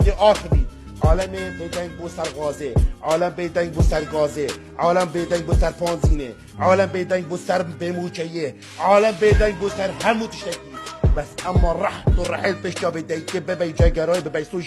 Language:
Kurdish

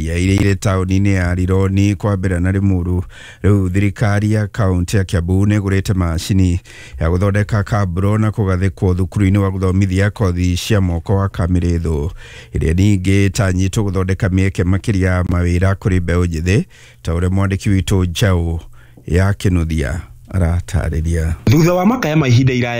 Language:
Kikuyu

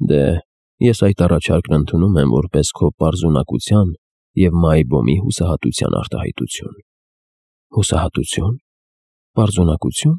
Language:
Armenian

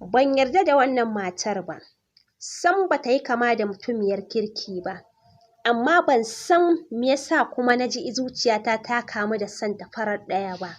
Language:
Hausa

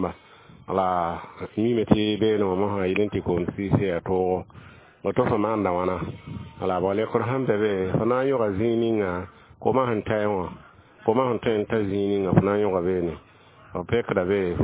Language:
Mossi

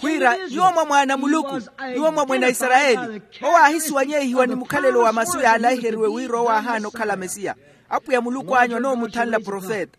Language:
Makhuwa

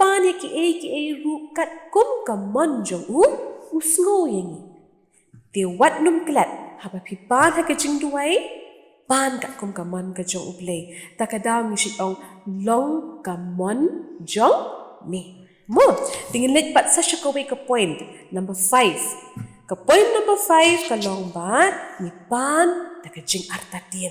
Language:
Khasi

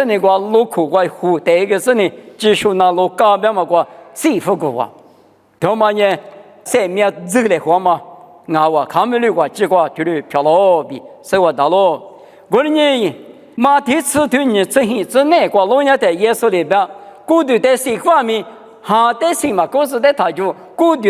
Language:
Lisu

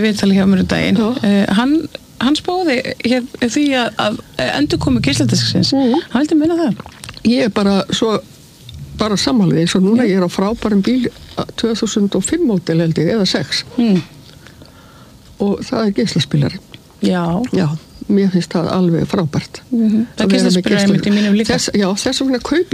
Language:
Icelandic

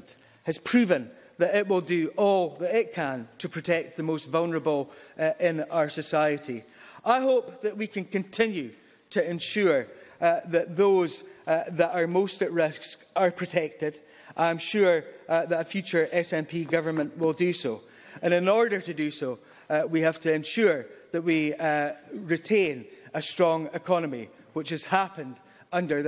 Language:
English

